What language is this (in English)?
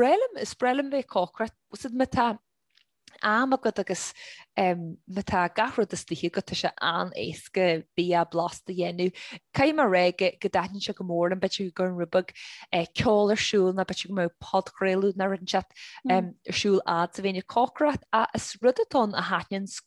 Irish